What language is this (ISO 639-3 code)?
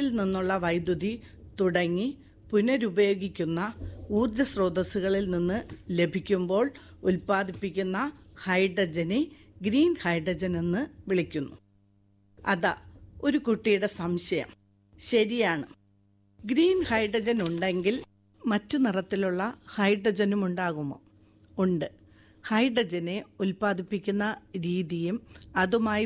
mal